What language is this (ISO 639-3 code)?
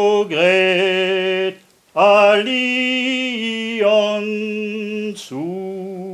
bre